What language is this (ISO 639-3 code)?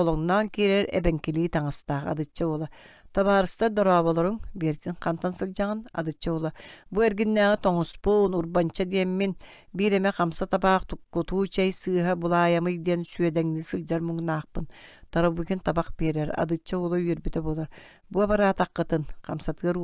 sah